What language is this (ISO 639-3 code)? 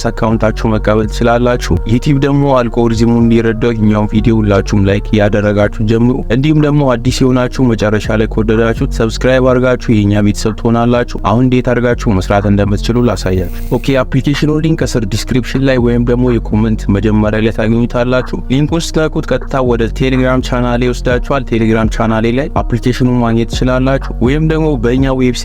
amh